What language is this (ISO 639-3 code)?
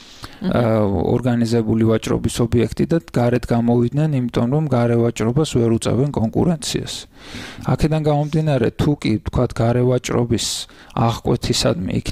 kat